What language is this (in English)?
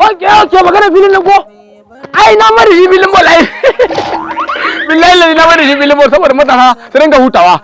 Hausa